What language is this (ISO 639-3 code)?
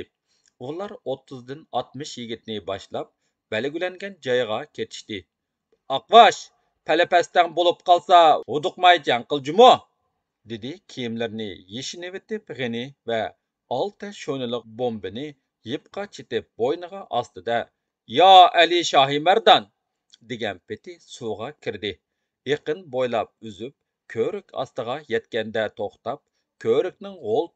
uig